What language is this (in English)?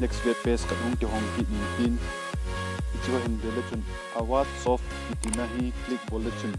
Thado Chin